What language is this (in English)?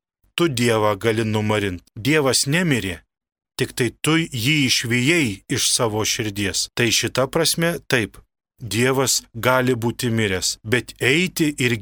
Lithuanian